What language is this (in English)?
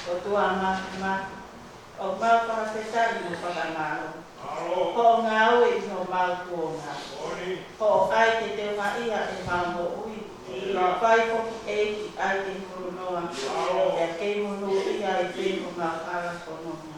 Tongan